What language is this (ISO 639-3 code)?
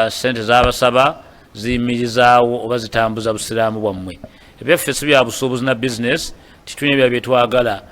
lug